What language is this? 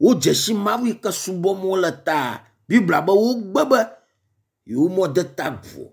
Ewe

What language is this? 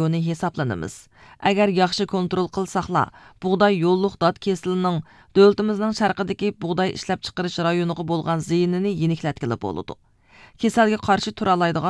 Uyghur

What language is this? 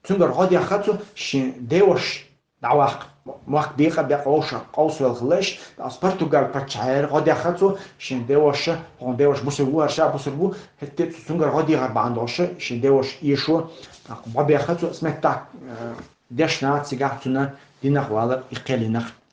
Chechen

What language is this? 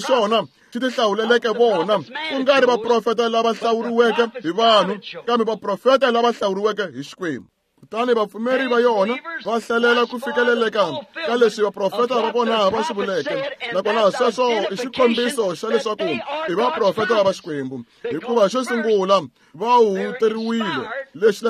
Tsonga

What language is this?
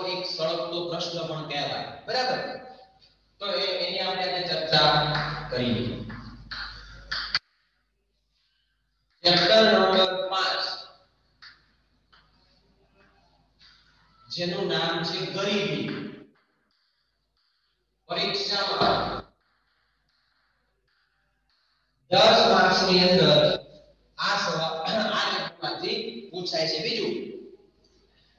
Gujarati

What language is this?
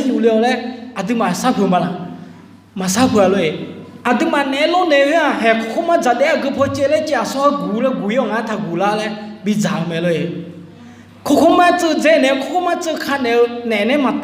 Akha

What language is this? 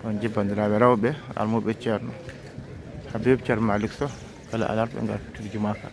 Fula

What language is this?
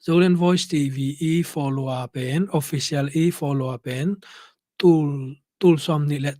Tedim Chin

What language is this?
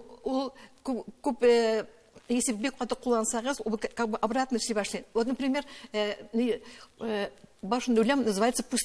Tatar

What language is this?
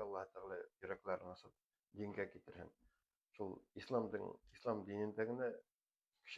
Bashkir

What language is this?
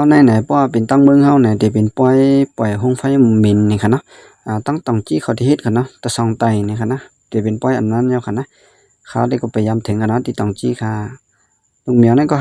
Shan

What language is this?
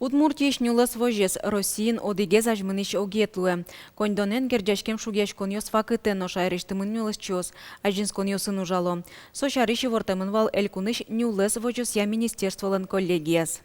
Udmurt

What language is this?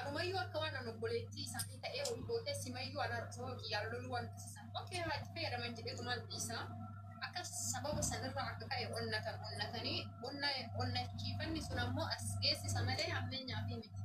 Oromo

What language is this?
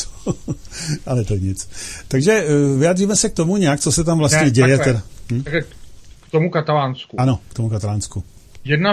Czech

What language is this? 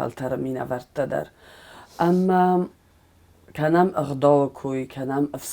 Ossetic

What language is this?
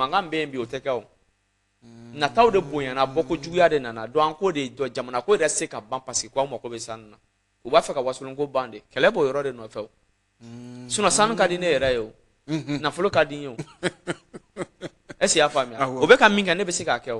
Bambara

